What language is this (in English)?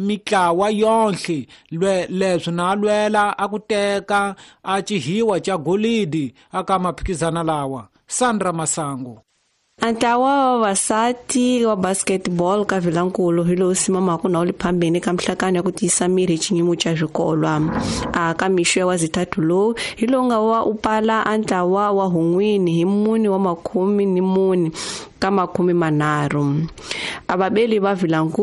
Tsonga